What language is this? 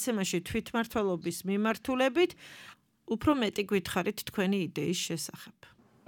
Georgian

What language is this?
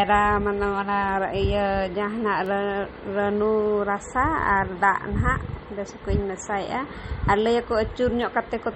Santali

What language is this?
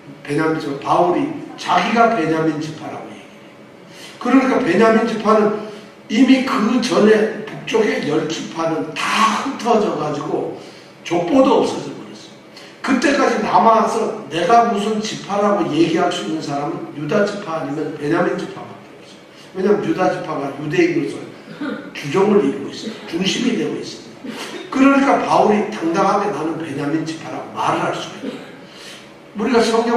Korean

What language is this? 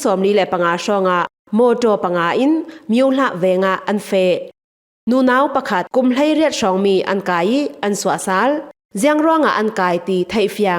Falam Chin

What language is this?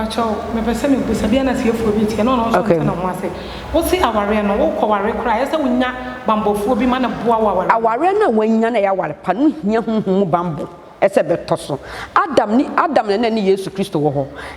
Akan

